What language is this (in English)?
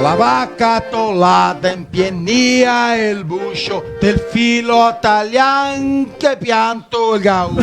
Venetian